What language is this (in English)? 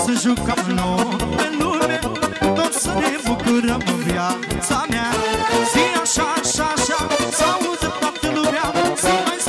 Romanian